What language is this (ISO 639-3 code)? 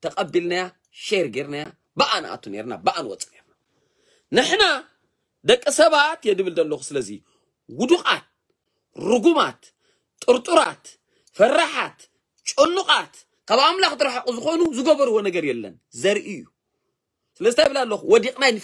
tir